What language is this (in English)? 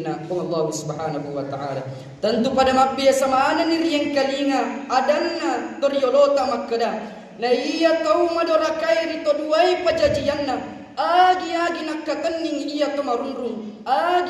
Buginese